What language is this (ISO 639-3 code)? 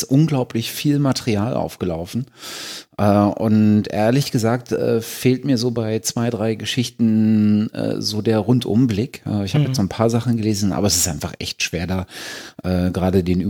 deu